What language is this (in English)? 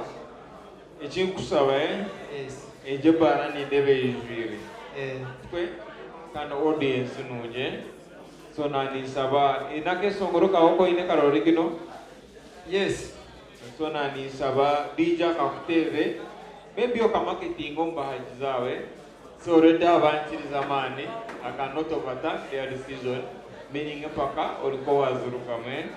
Nyankole